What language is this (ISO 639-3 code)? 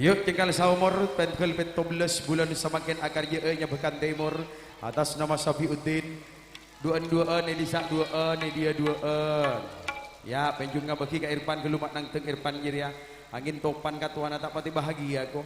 mad